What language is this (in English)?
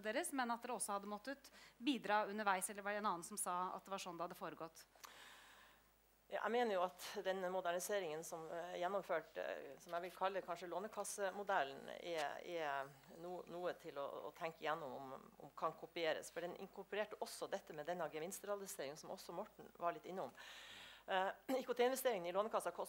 Norwegian